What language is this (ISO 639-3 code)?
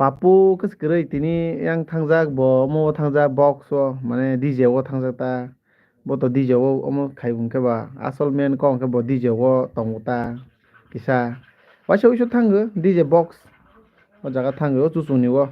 trp